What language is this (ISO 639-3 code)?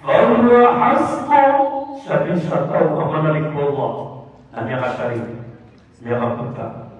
mrw